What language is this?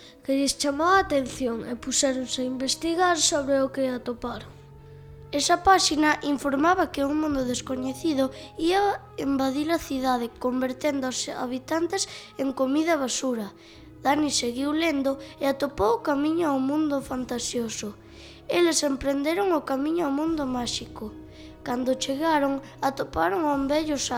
Galician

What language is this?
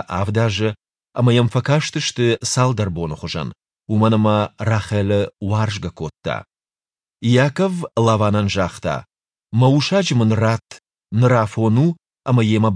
Ossetic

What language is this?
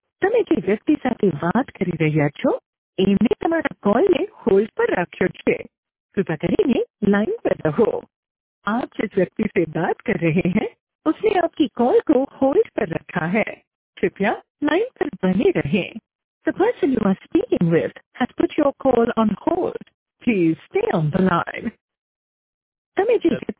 Gujarati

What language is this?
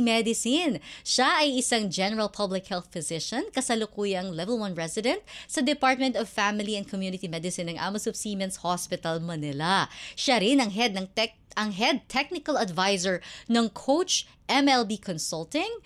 Filipino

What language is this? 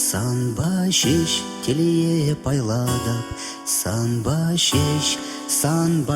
Chuvash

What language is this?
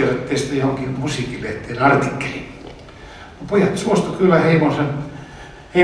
Finnish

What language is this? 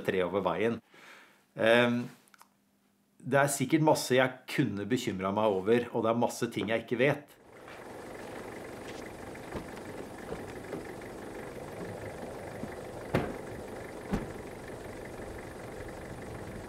Norwegian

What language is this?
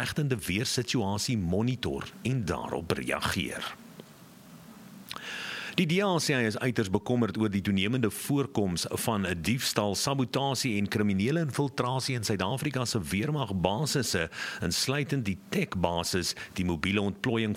Afrikaans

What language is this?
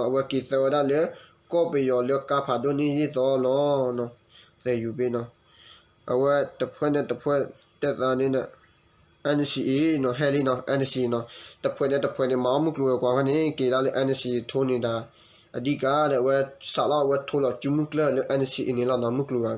S'gaw Karen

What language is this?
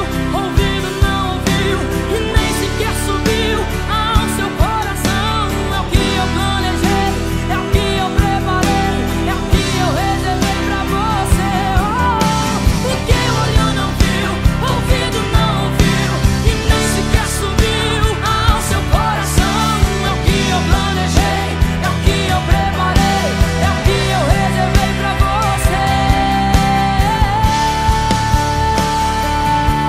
Portuguese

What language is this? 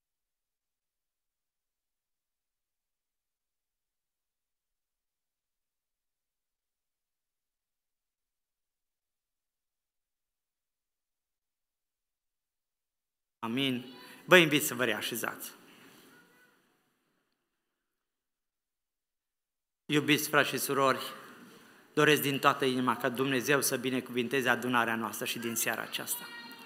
Romanian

